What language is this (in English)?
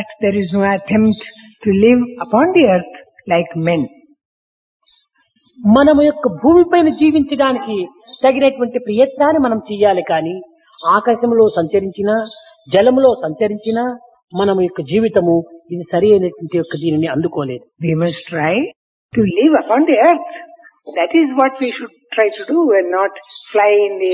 Telugu